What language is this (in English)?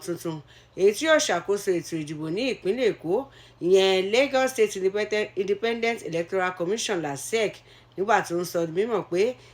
Yoruba